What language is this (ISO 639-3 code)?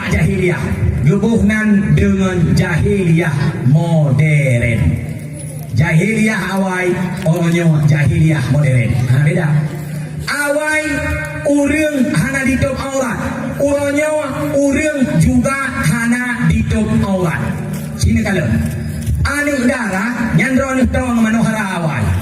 ace